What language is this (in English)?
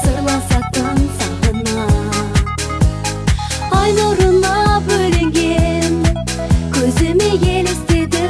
Kazakh